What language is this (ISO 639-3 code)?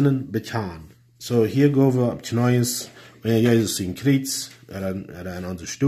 pdt